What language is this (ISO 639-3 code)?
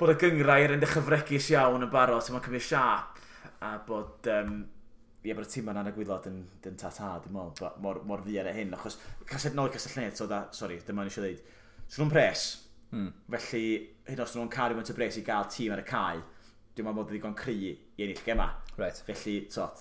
cym